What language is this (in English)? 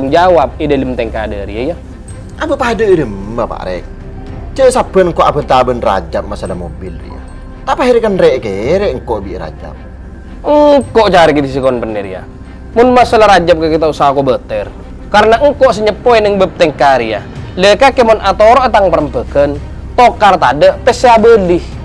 Madurese